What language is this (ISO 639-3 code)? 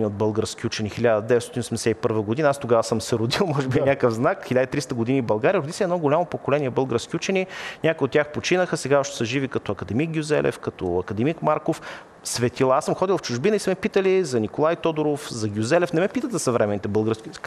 bul